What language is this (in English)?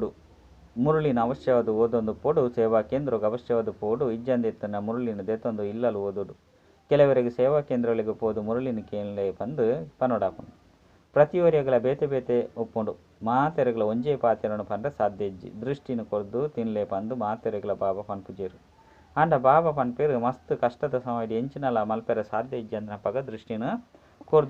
Tulu